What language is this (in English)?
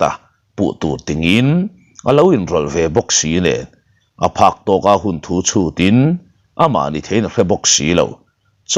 Mizo